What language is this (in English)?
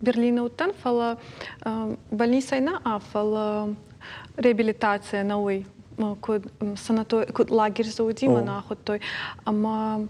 Ossetic